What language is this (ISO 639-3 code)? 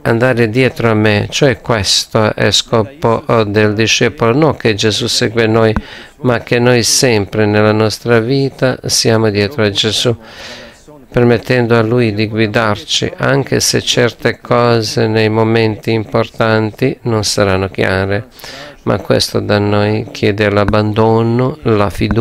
ita